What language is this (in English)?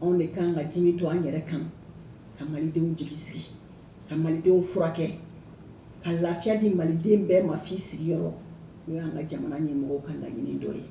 Bambara